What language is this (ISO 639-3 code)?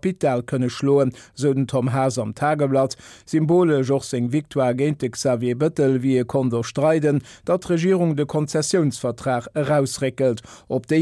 ltz